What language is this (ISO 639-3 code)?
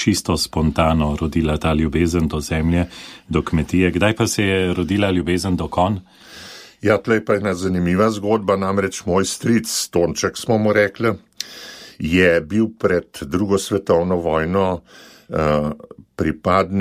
slv